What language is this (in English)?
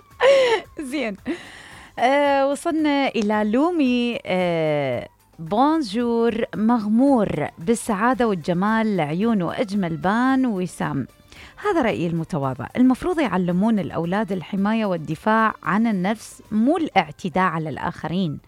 Mesopotamian Arabic